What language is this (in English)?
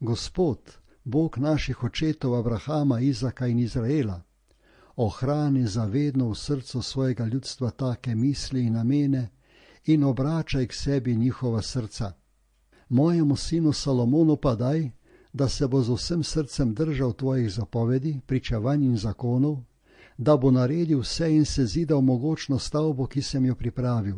Slovenian